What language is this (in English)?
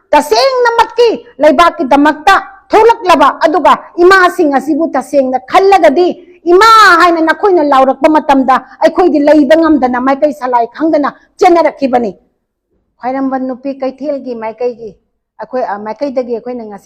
Manipuri